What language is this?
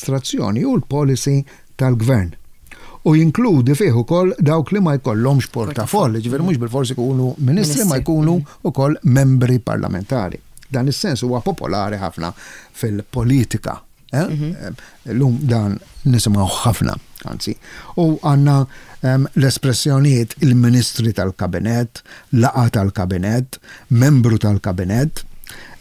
Maltese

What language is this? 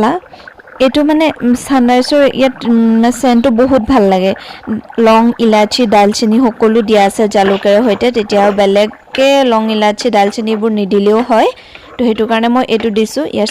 Assamese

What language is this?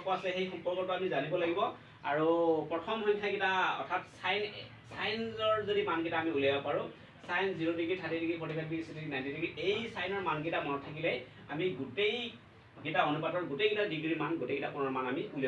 Assamese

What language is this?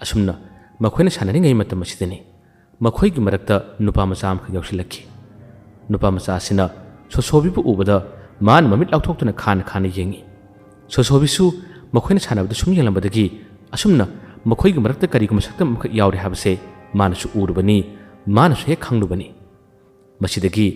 Manipuri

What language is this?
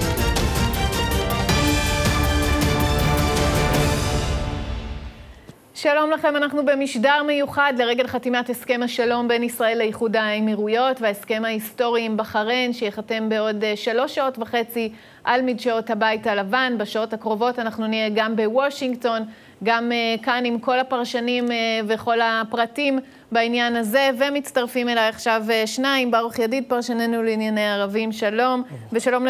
Hebrew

